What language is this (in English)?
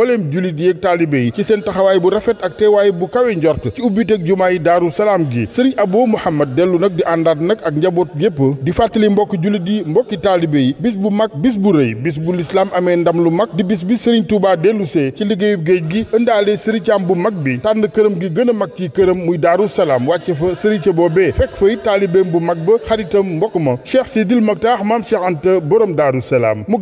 Wolof